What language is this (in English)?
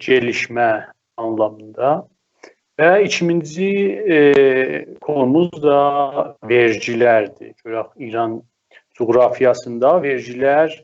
South Azerbaijani